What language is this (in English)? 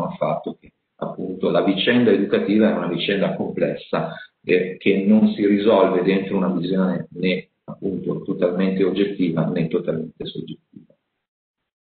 Italian